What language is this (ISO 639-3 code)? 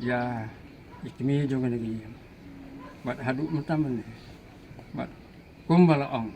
kha